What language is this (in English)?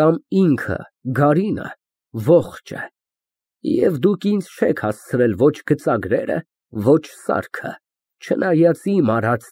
Armenian